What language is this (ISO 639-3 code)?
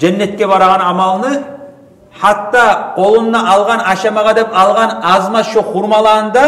kum